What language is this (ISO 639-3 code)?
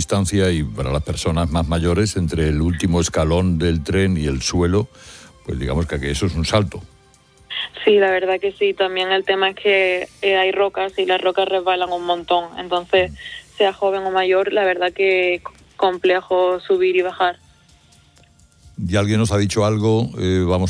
spa